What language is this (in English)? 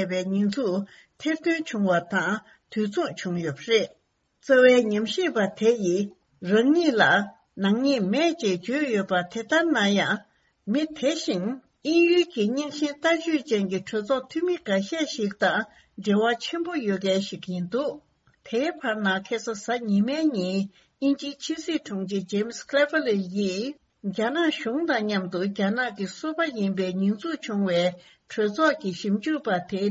Tibetan